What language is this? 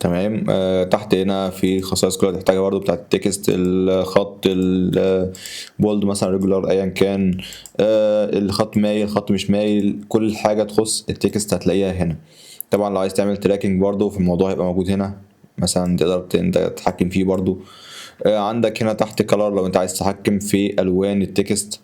Egyptian Arabic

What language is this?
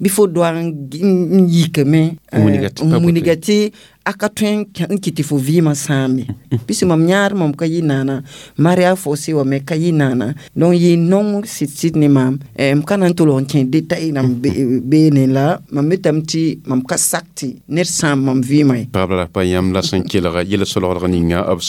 Mossi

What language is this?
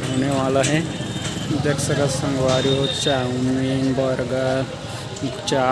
Chhattisgarhi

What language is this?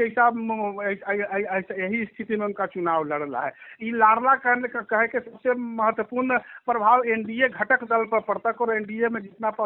Magahi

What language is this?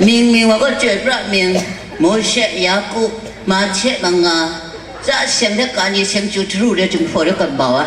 Kachin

